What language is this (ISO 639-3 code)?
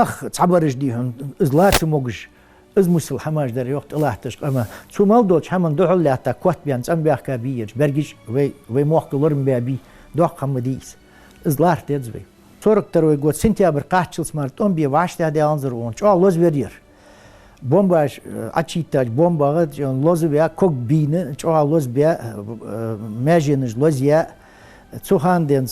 inh